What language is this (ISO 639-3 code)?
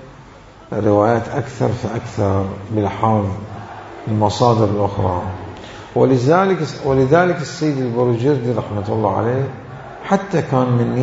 acm